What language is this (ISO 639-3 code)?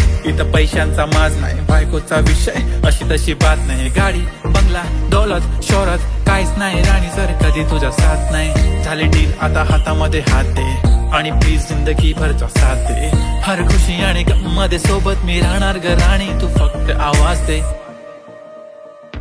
mar